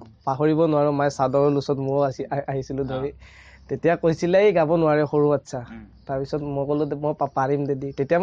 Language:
Assamese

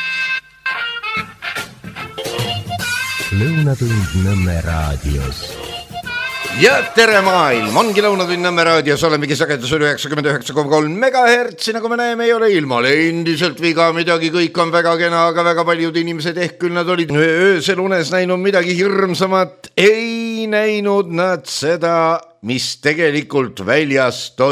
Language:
Estonian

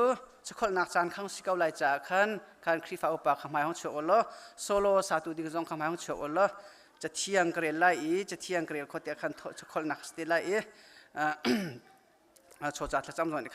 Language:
Hakha Chin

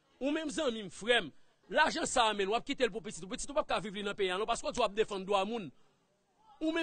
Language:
Haitian Creole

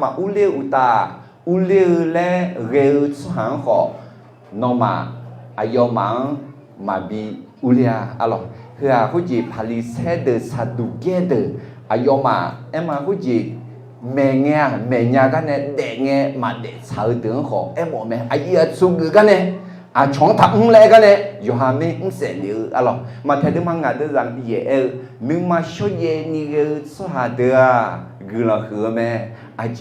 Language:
Akha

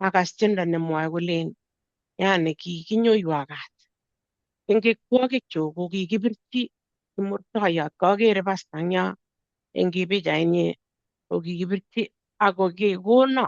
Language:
Kalenjin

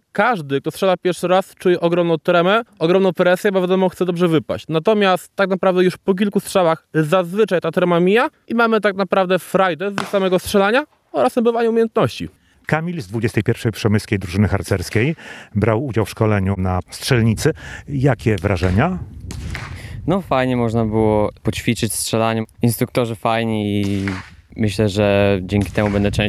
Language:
Polish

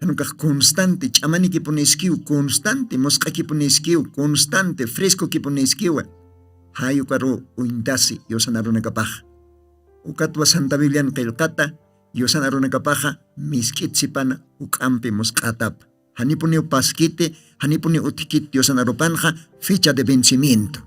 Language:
Aymara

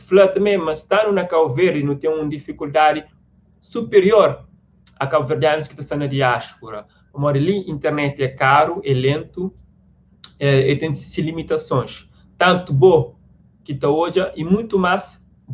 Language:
Kabuverdianu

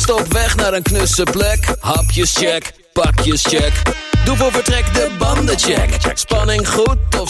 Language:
Dutch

